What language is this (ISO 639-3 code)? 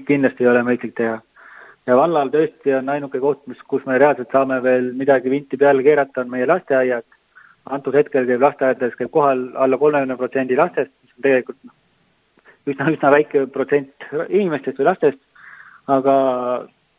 est